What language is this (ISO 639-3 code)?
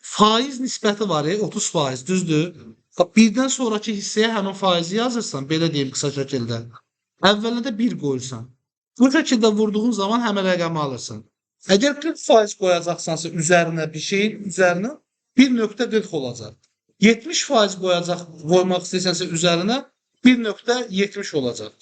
aze